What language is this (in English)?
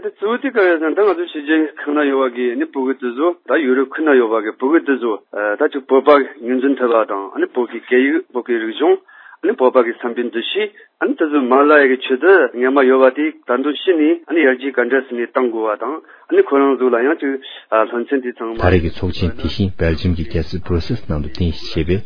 Tibetan